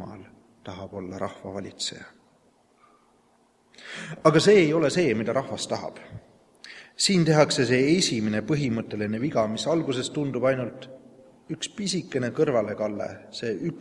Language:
Estonian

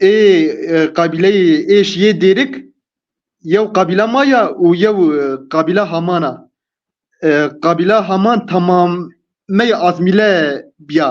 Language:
Zaza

